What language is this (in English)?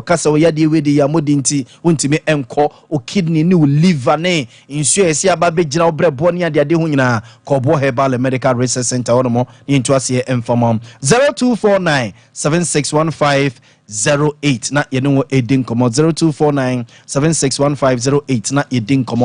Akan